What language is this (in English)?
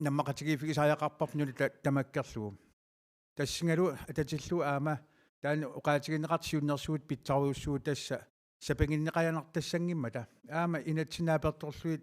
Kalaallisut